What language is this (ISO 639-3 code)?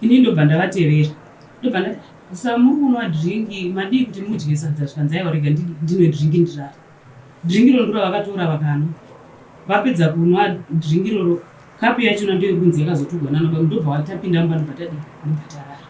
sna